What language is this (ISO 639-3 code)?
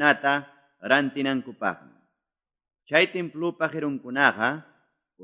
que